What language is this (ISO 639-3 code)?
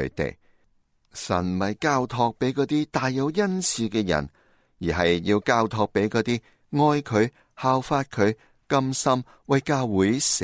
yue